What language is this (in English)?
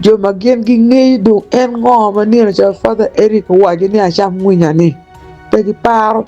Acoli